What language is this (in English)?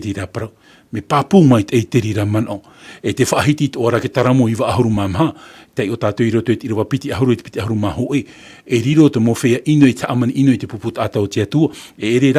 Tahitian